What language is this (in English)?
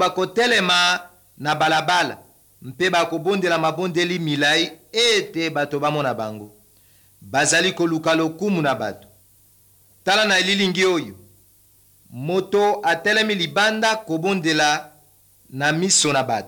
Lingala